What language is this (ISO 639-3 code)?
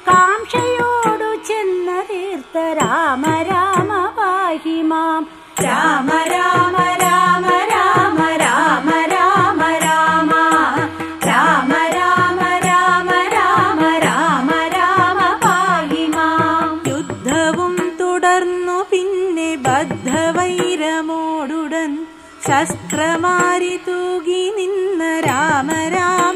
mal